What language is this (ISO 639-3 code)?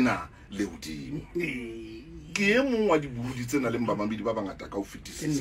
sot